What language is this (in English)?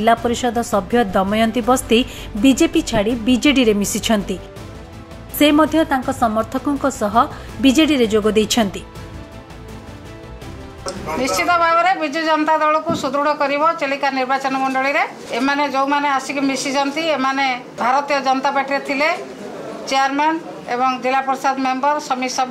Odia